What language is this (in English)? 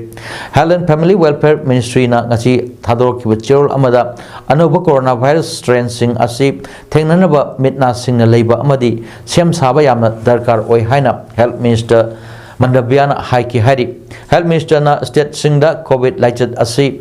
Manipuri